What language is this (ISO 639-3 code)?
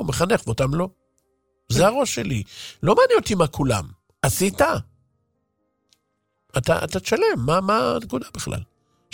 heb